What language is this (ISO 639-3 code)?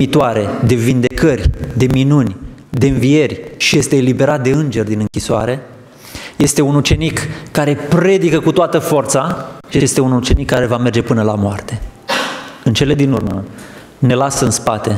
ron